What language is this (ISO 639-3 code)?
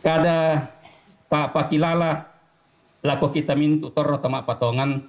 sda